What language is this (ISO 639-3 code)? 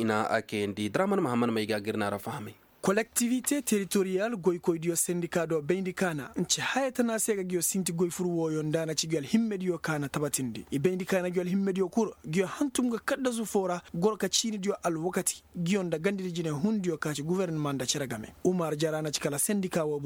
ses